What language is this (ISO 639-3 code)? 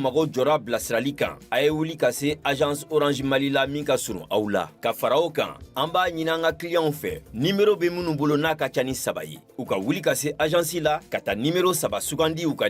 bam